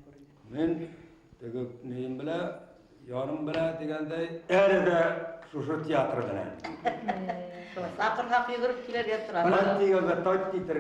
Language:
Bashkir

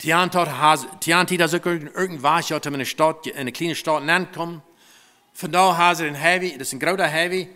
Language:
Plautdietsch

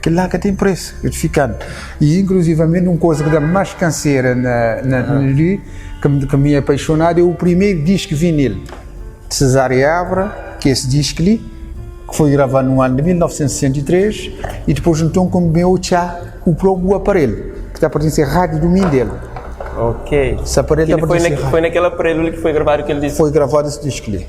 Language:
Kabuverdianu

